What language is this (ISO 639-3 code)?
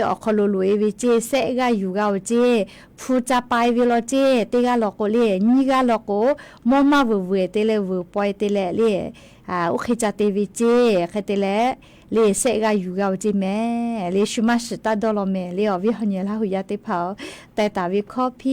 lhu